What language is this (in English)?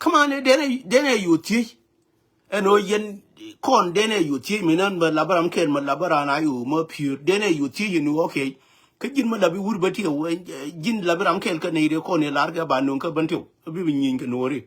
Nuer